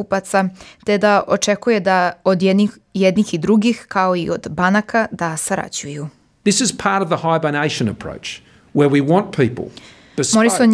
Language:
Serbian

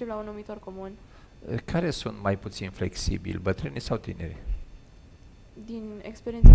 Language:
Romanian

